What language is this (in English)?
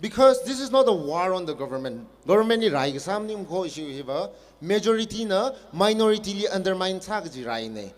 Tangkhul Naga (India)